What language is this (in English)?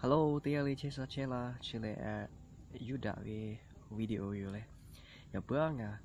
Lahu